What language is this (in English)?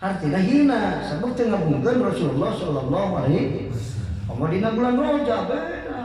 Sundanese